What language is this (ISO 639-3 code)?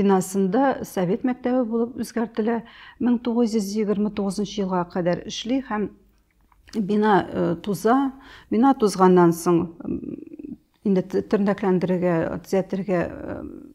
tat